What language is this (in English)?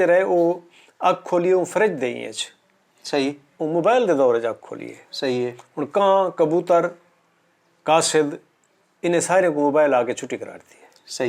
Saraiki